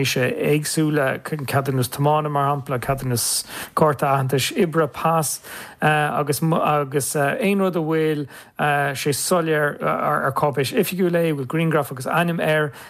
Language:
Irish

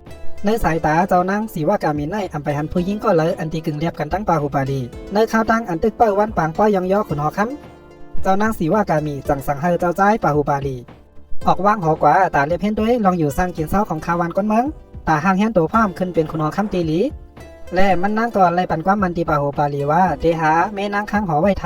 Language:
Shan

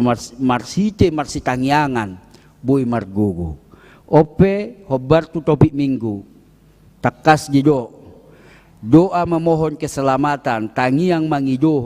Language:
Batak Toba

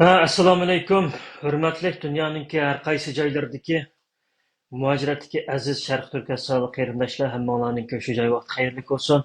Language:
Uyghur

